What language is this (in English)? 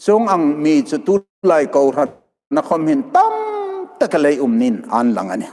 Hmar